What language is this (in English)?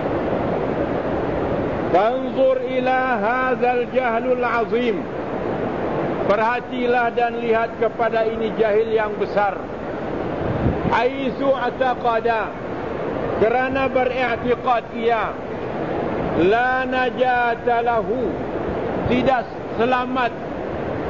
Malay